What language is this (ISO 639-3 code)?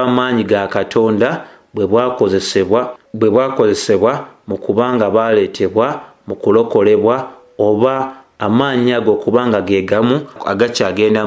lug